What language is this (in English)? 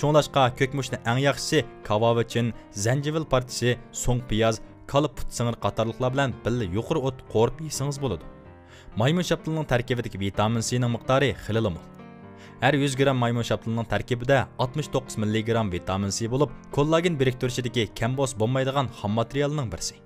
Uyghur